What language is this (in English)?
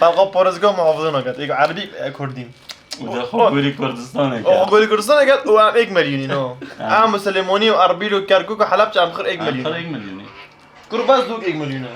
Kurdish